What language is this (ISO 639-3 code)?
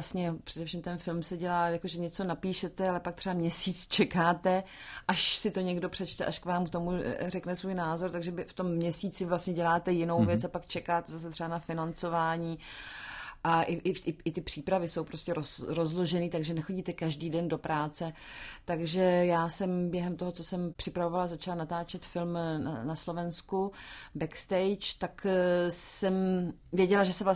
ces